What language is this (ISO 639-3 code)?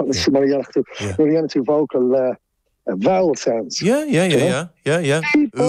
gle